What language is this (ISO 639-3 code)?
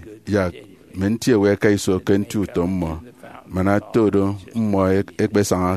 efi